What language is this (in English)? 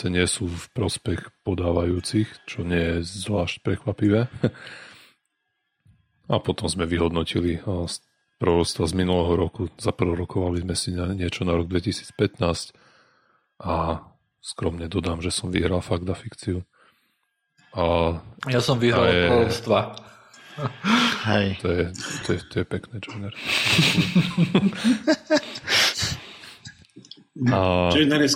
Slovak